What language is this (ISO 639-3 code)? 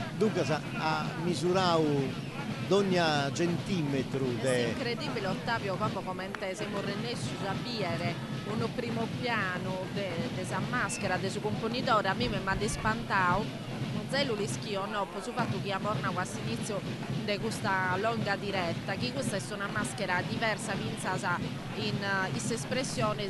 srd